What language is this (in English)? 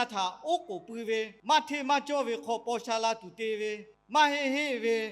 Lahu